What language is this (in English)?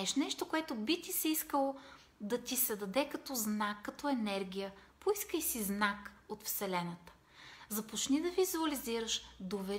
Bulgarian